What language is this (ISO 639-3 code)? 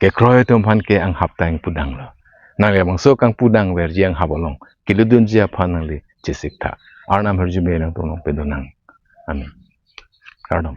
mjw